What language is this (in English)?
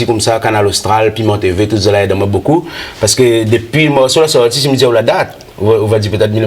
Réunion Creole French